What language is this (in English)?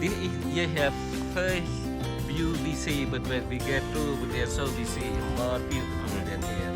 Central Mnong